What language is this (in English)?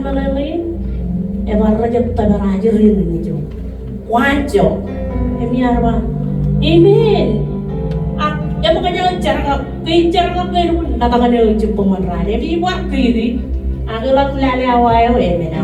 Marshallese